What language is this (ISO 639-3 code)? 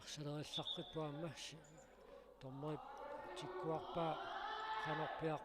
kal